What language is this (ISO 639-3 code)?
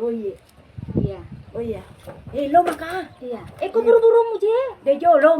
bug